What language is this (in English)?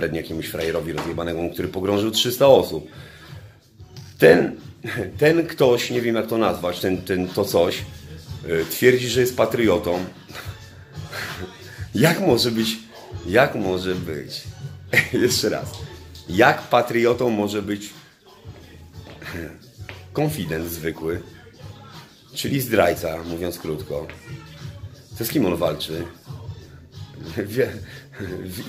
Polish